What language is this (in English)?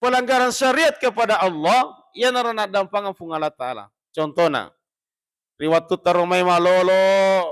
Buginese